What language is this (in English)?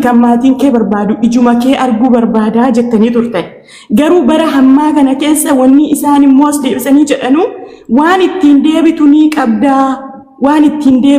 Oromo